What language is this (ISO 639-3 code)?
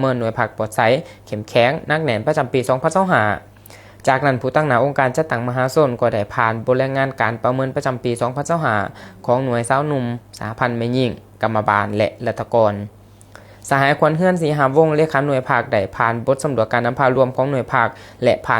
lao